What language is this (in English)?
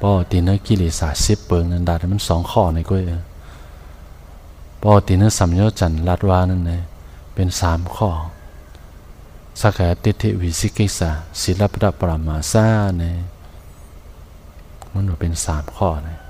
Shan